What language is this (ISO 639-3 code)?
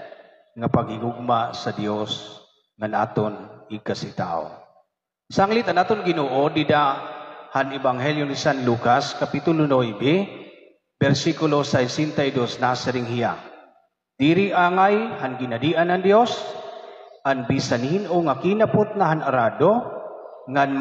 war